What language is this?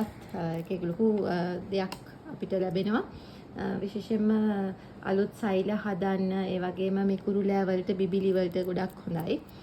Sinhala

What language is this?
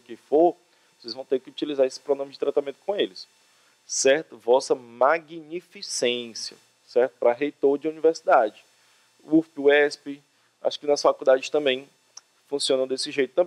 Portuguese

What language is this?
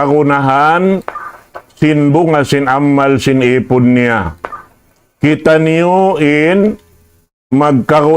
Tausug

